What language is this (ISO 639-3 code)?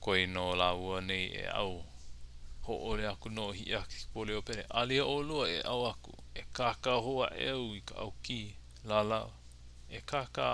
haw